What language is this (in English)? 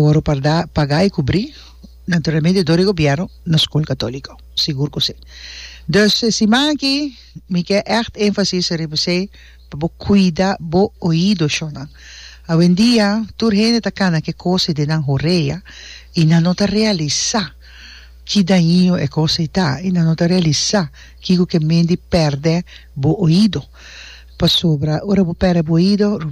Papiamento